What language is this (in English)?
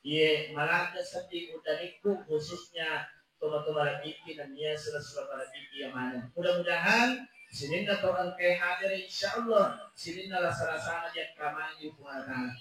Buginese